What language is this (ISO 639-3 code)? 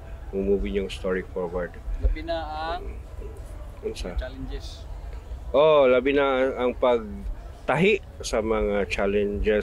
ceb